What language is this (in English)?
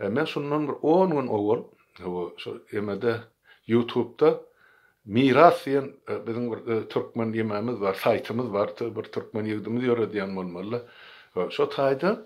Turkmen